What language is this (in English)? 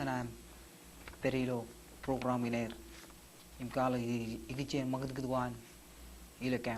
Marshallese